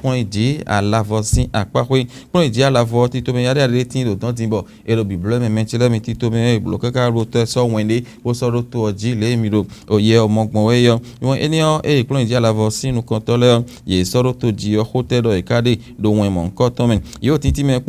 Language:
Fon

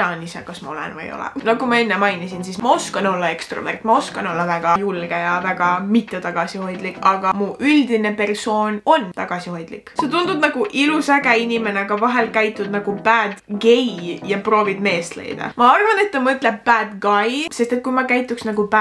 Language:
Estonian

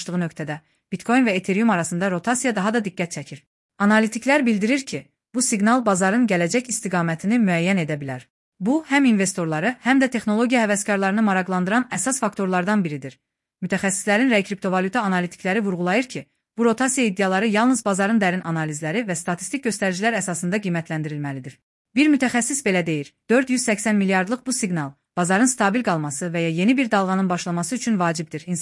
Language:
Azerbaijani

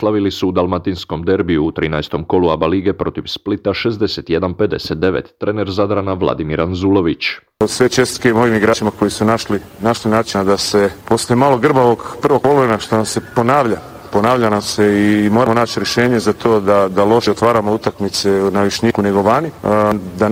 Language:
Croatian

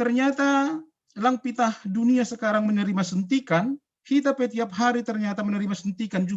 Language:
Batak Simalungun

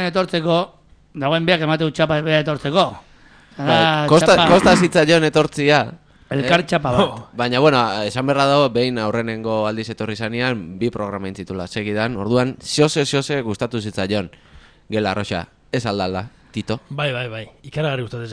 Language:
Basque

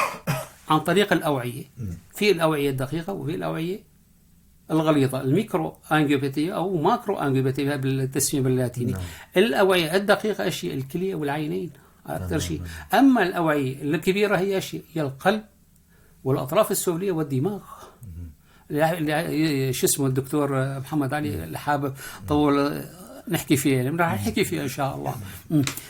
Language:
North Levantine Arabic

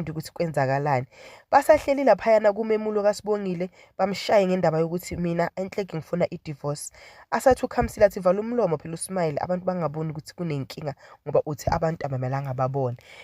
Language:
Zulu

